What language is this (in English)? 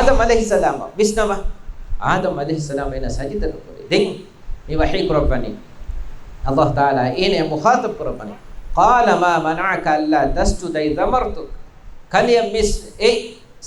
Divehi